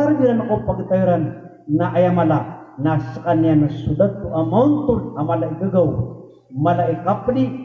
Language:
Maranao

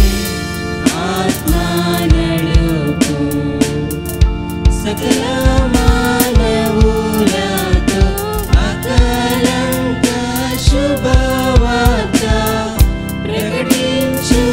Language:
Telugu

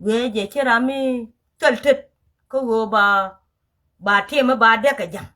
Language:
Nuer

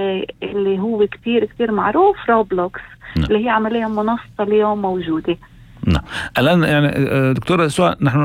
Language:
North Levantine Arabic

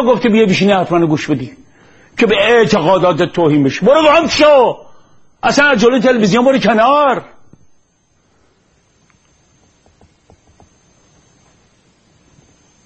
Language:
Persian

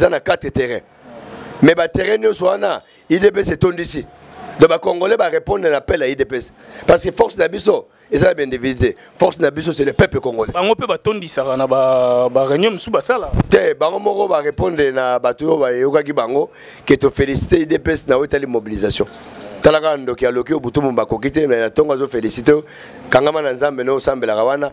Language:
Lingala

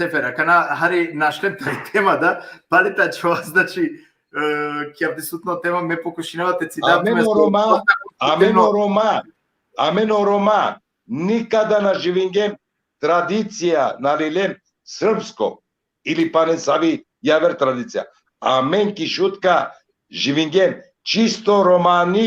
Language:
Balkan Romani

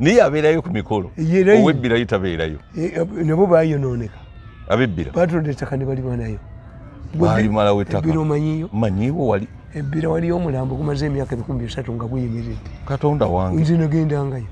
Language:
Ganda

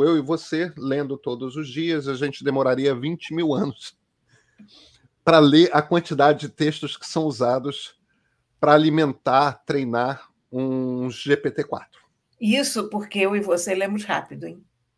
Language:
Portuguese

